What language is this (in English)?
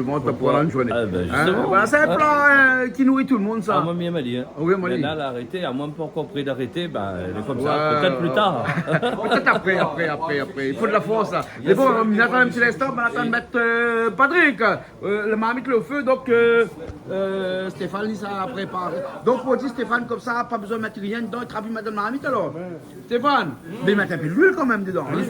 Réunion Creole French